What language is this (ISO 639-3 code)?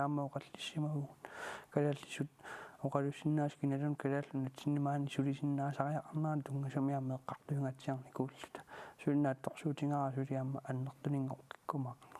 kal